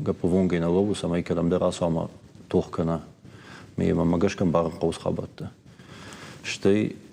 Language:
Ossetic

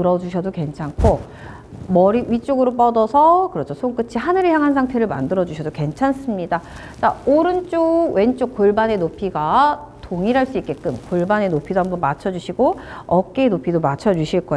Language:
Korean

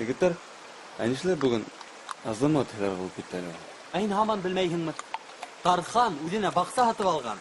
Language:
Bashkir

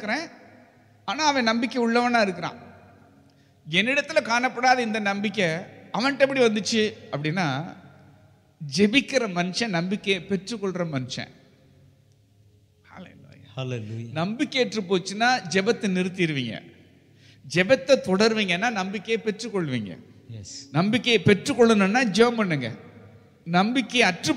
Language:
Tamil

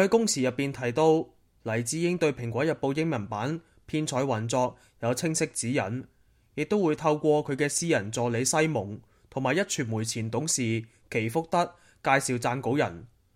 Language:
Cantonese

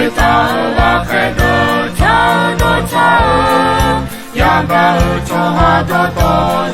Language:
Akha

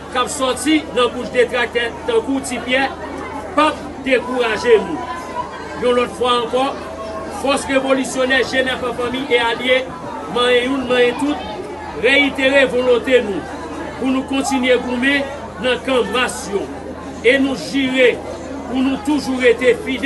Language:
Haitian Creole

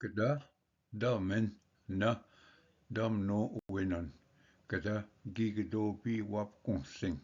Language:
Ojibwa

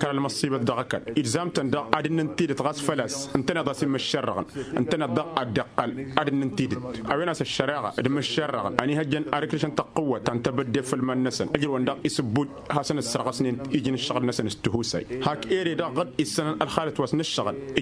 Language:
Tamasheq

